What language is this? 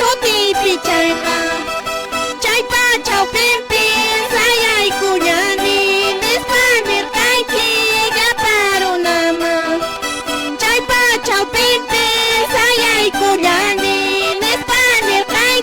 Quechua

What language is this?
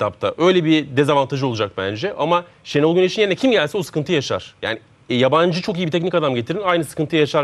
Turkish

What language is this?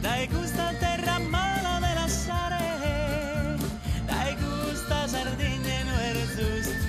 Sardinian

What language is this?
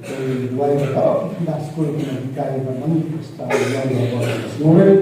Khasi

